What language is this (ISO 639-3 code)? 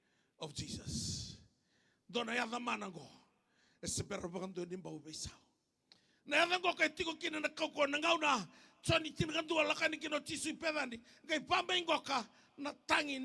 fij